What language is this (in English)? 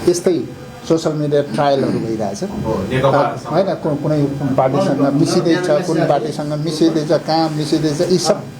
Nepali